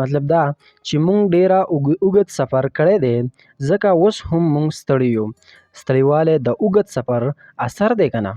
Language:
Pashto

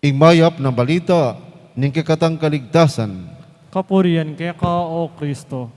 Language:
Pampanga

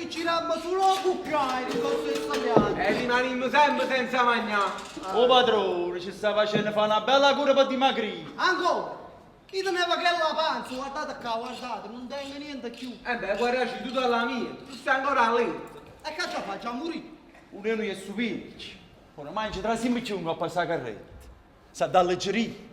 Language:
Neapolitan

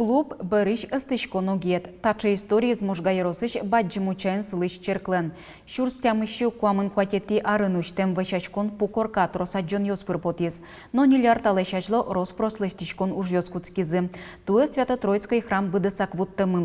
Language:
Udmurt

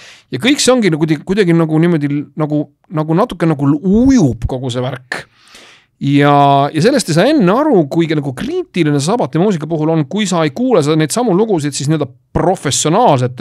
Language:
Estonian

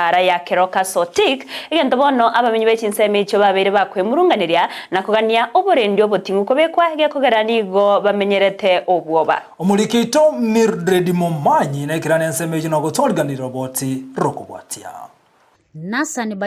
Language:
Gusii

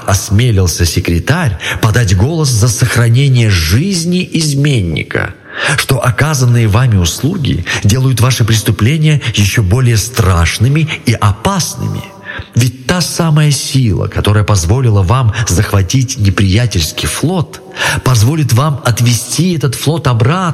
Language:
Russian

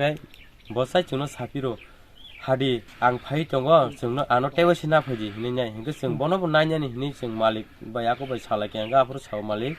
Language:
Kok Borok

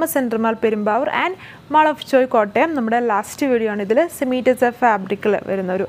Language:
Malayalam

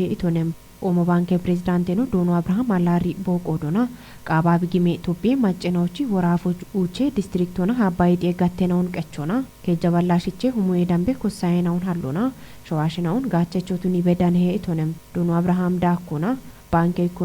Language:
Kafa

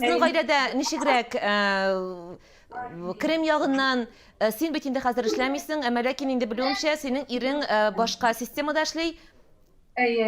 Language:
Tatar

